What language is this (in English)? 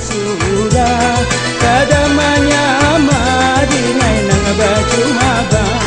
Banjar